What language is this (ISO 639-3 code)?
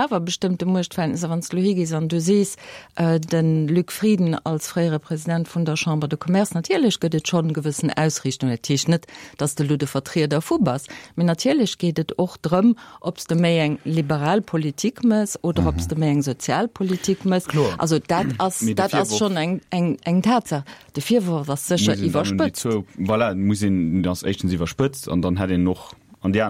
ltz